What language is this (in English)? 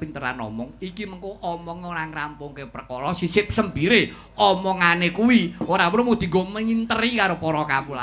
Javanese